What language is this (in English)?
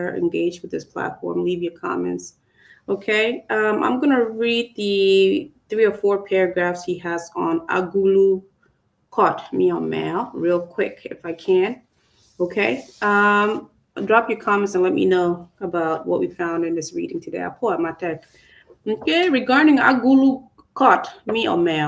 Acoli